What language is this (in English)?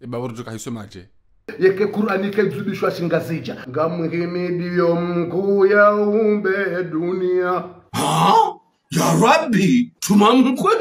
Ngazidja Comorian